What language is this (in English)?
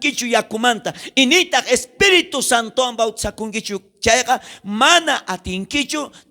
South Bolivian Quechua